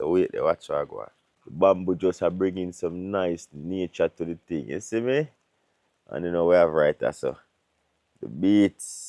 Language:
Jamaican Creole English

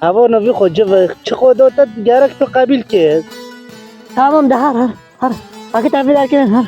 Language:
Kurdish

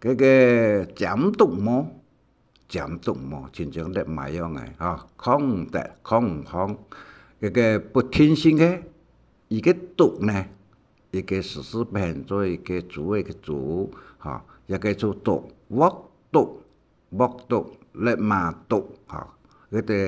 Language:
Hakka Chinese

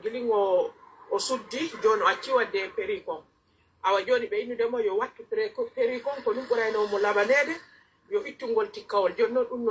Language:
Pular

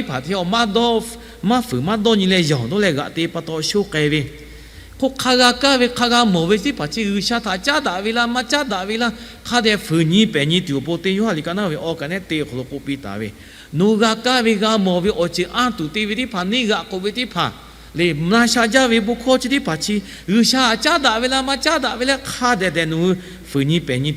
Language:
Lahu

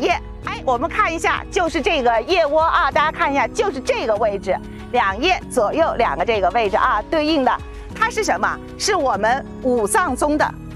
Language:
Chinese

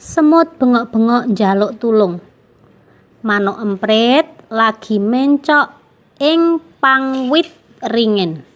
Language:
Javanese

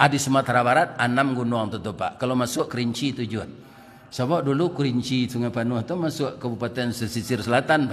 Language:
Minangkabau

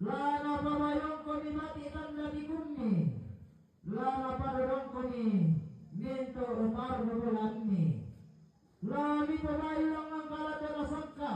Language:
Toraja-Sa'dan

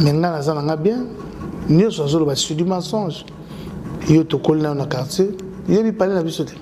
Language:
Lingala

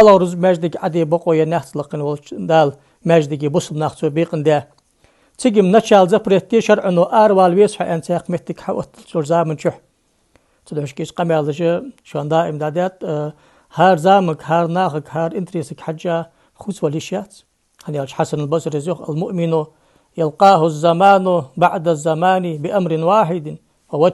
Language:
Ingush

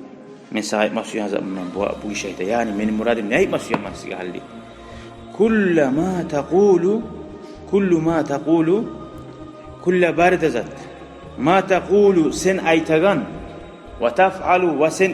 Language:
Kumyk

